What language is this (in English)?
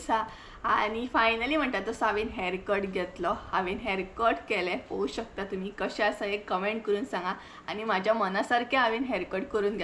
Konkani